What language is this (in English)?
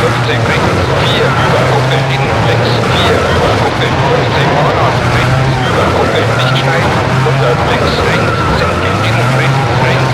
Bavarian